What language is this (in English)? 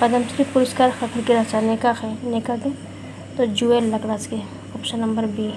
Kurukh